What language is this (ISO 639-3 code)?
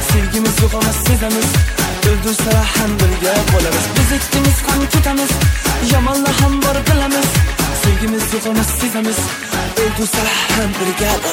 uzb